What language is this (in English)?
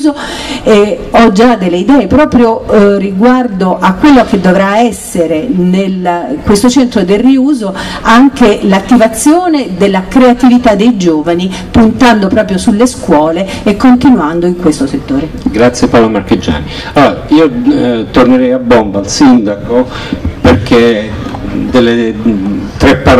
Italian